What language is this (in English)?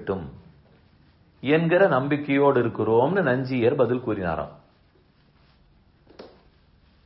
Tamil